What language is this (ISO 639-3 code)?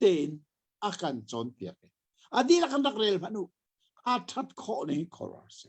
cnh